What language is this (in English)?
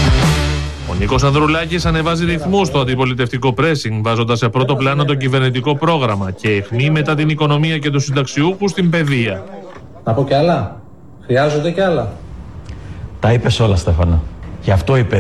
Greek